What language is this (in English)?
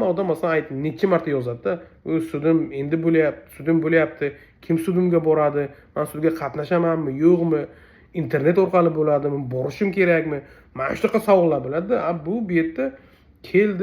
Uzbek